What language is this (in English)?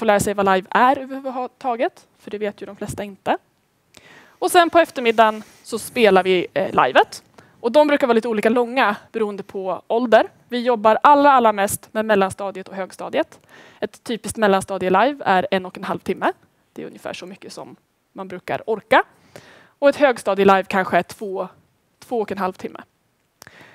Swedish